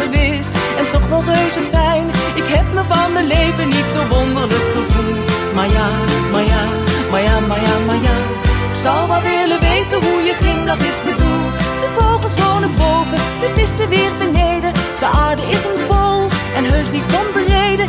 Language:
Dutch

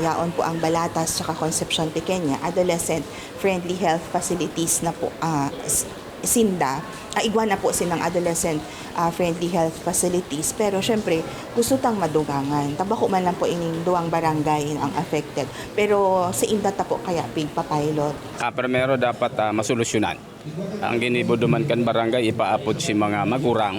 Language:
Bikol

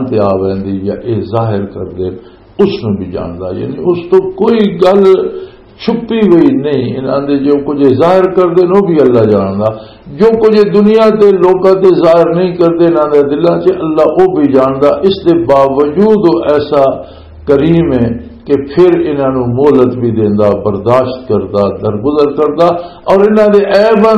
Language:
Western Panjabi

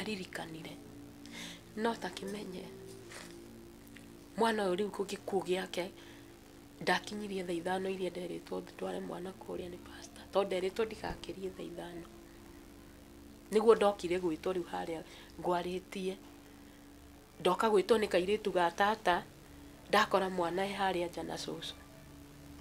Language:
Kikuyu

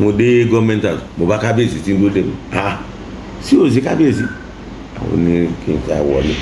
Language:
Yoruba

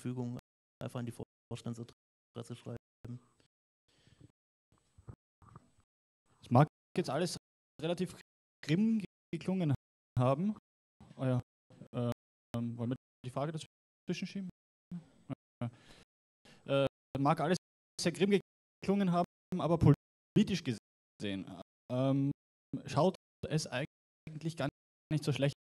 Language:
German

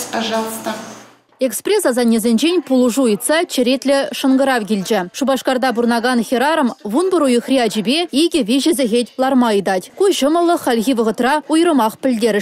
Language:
Chuvash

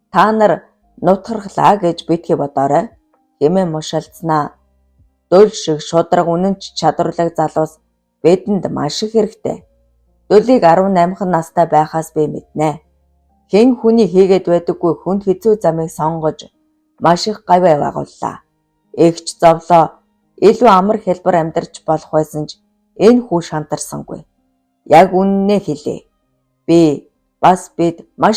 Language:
Mongolian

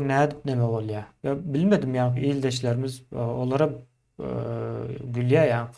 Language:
Turkmen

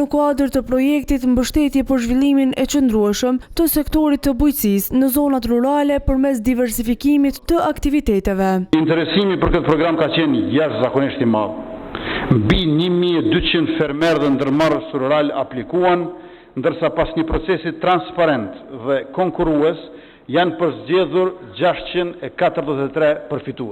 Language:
Albanian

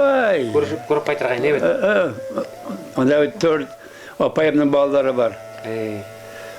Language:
Bashkir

